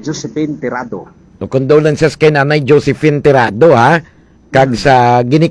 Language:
Hiligaynon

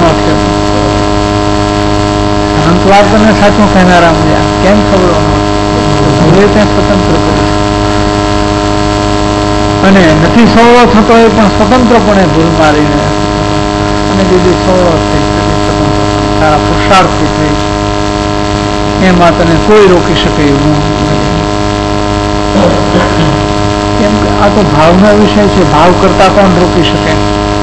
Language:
Gujarati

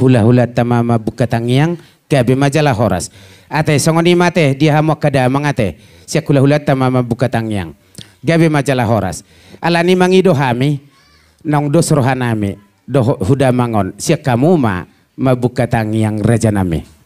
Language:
Batak Toba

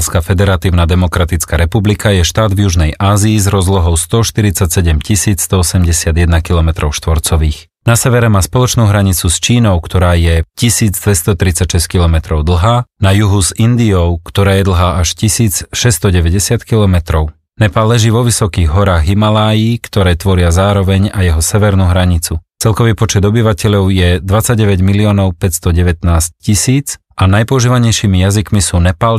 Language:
Slovak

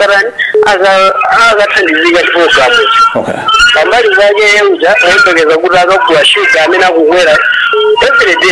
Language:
Nyanja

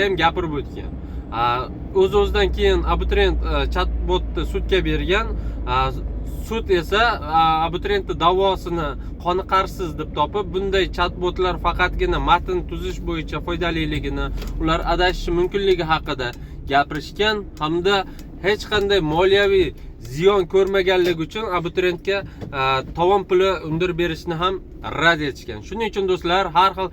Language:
Uzbek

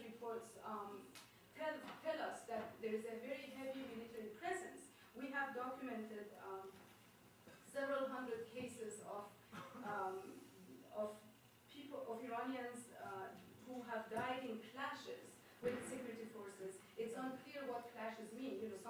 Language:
English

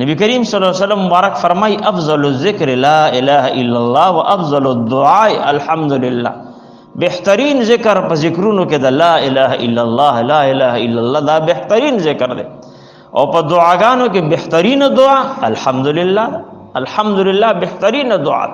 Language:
Pashto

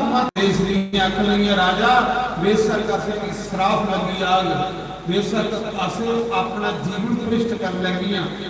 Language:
Dogri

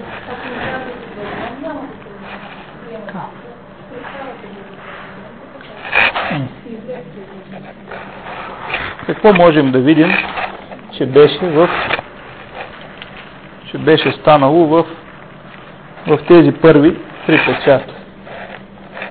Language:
Bulgarian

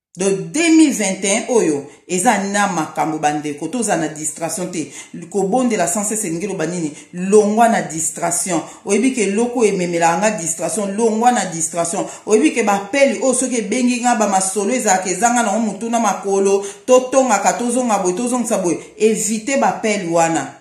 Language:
Lingala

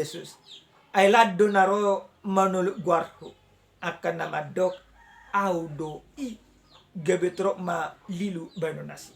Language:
Batak Toba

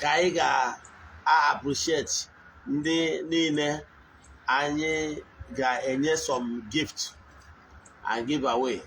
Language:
Igbo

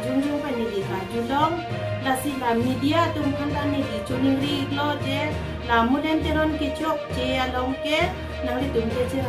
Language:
Karbi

